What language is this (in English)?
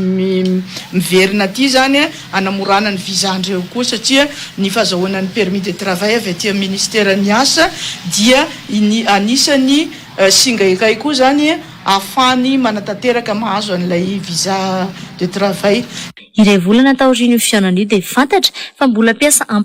Malagasy